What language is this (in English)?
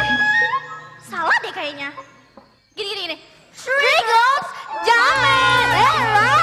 Betawi